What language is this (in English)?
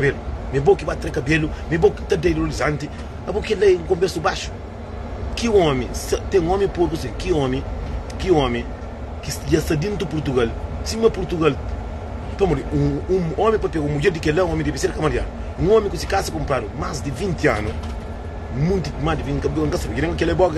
Kabuverdianu